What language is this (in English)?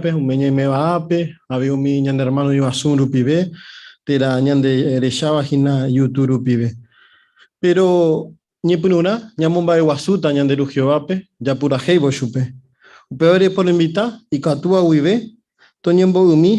Guarani